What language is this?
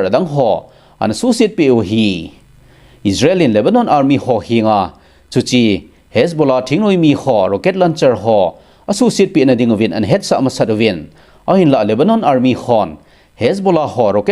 Thado Chin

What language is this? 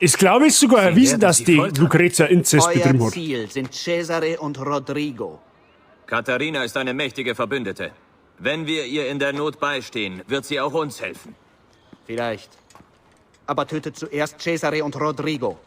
Bavarian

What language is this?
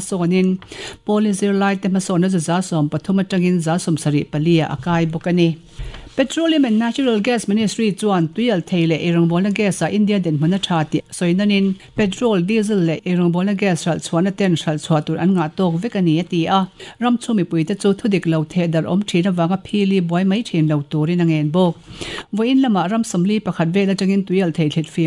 Mizo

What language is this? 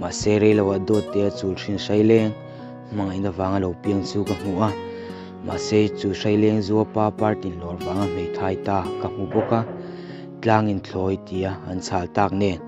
Mizo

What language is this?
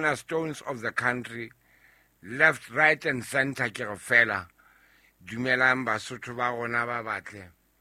Southern Sotho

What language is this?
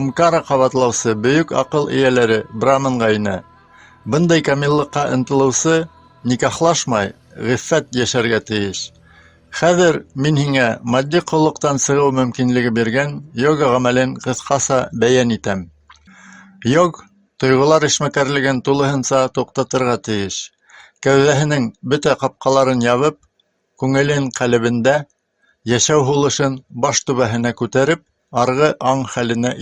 Bashkir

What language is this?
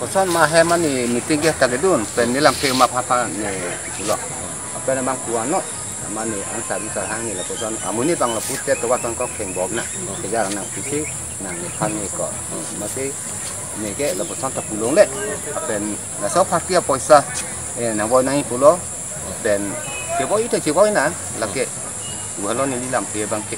Karbi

